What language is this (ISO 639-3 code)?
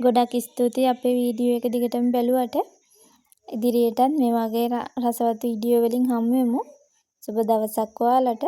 sin